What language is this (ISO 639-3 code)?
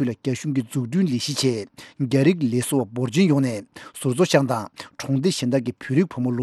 bod